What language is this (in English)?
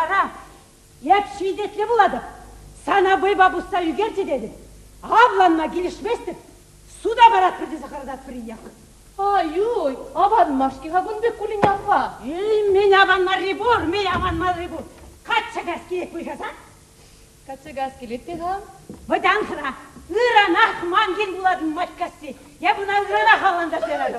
Chuvash